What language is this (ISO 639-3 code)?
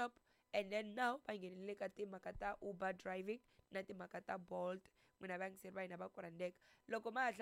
tso